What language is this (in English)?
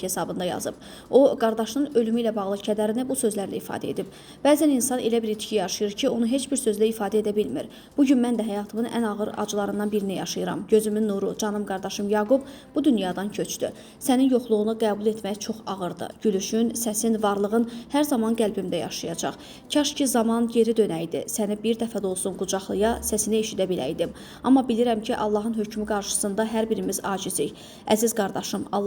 Azerbaijani